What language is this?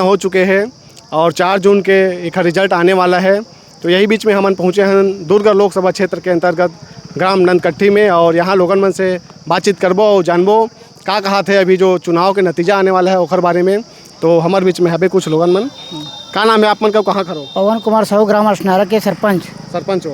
Chhattisgarhi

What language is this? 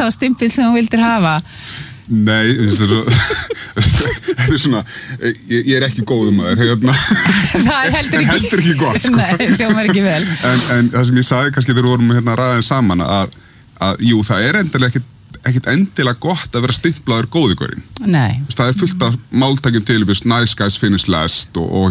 Icelandic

